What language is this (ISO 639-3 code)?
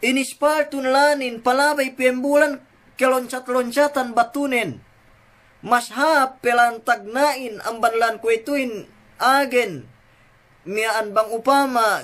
yka